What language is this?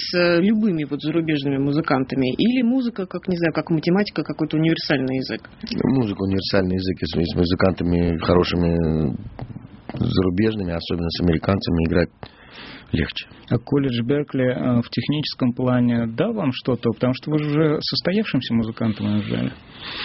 Russian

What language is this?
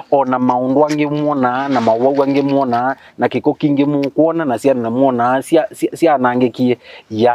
Kamba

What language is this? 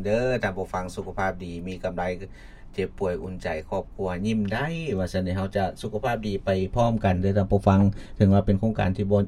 Lao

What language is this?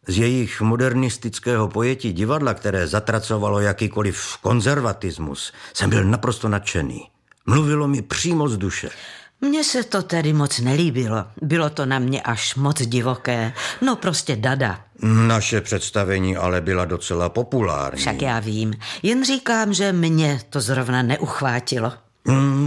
Czech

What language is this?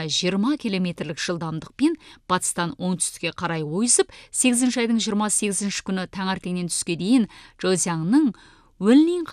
Kazakh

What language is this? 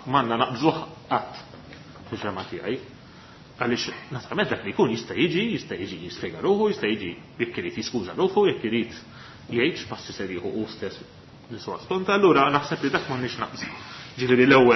Maltese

